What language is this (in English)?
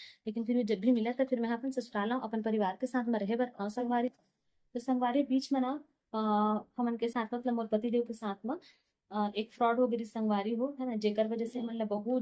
Chhattisgarhi